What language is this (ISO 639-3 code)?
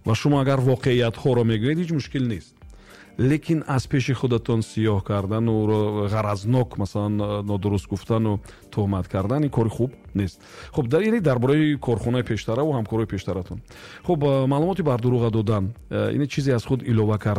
tgk